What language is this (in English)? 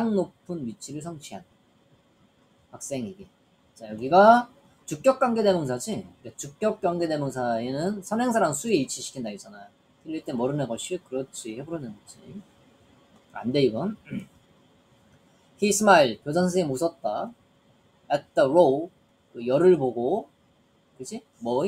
Korean